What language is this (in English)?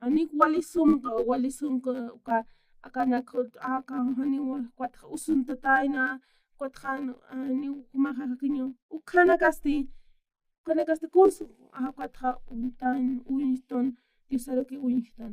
Aymara